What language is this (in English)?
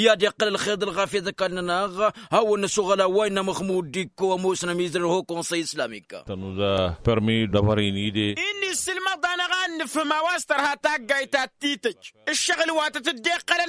Tamasheq